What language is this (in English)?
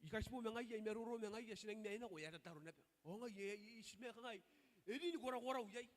Gilbertese